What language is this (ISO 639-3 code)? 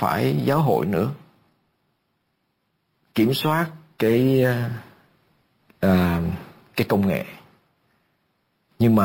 vie